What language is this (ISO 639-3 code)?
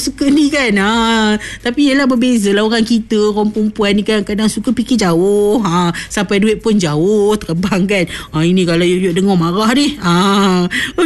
msa